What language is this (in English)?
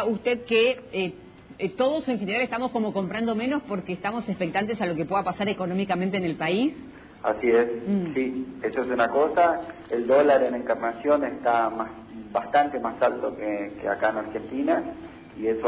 Spanish